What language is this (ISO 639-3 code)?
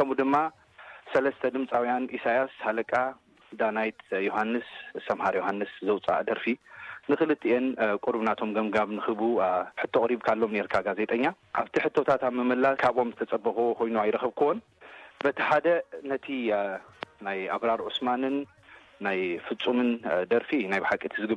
tir